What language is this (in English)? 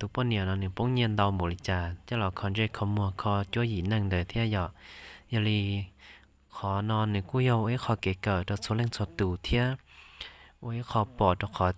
Hmong